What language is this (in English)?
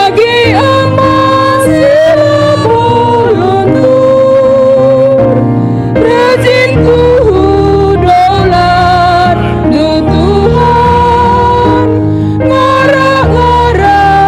Batak Karo